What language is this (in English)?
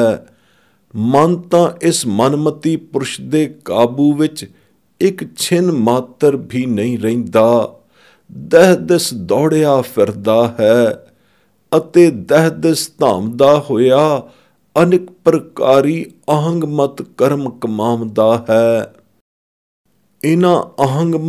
Punjabi